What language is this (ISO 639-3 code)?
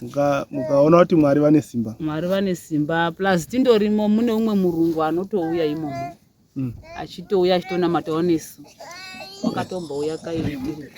sna